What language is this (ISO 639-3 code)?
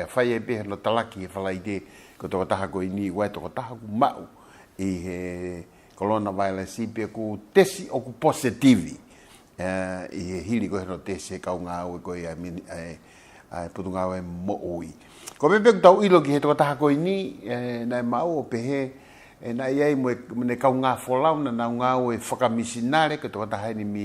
ton